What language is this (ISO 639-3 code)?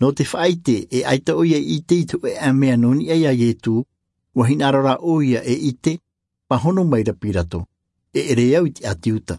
tah